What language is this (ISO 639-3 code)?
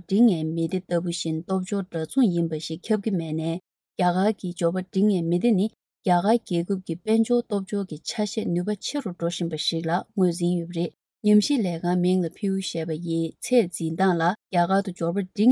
bod